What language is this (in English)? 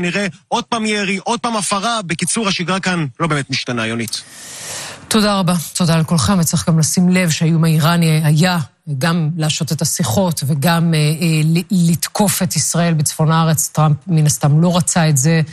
Hebrew